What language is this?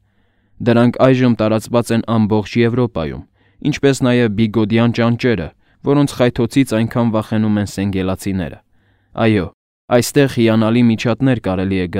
Armenian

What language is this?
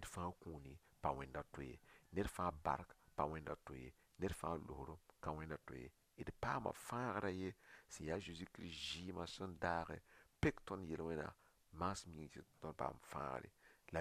Mossi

